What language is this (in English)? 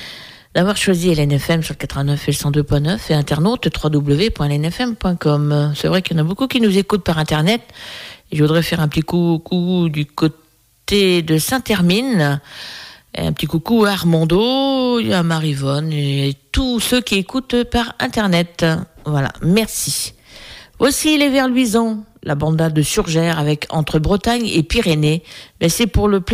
French